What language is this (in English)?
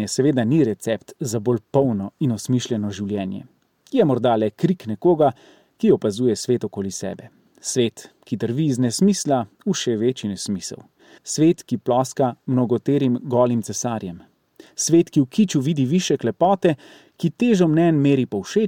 Slovenian